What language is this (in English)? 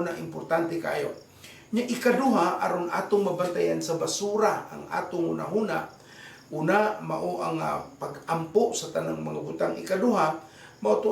Cebuano